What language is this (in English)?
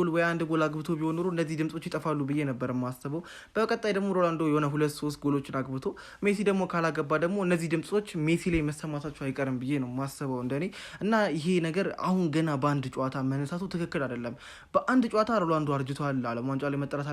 Amharic